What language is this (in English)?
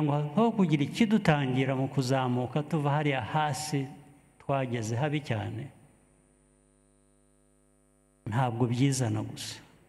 Kinyarwanda